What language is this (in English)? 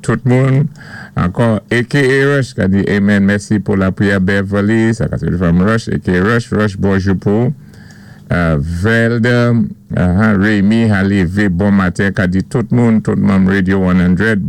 Saint Lucian Creole French